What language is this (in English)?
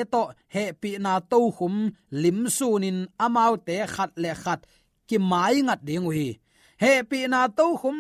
Tedim Chin